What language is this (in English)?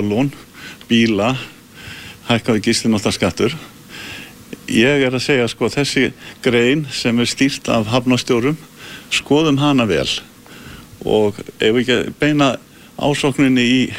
Icelandic